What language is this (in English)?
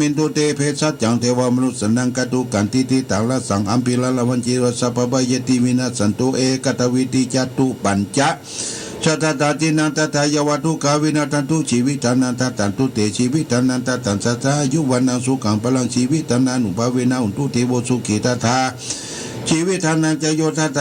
Pali